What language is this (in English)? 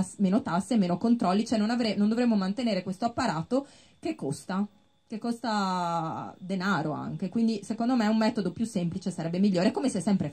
Italian